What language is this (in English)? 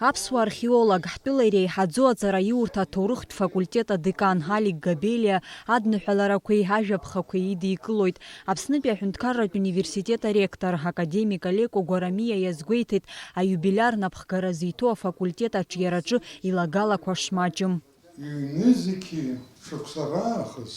Abkhazian